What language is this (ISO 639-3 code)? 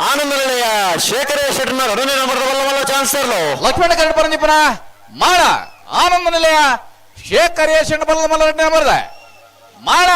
tcy